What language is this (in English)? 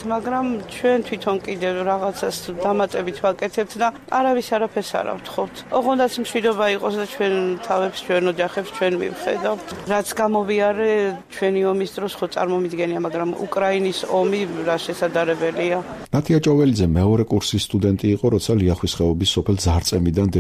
Georgian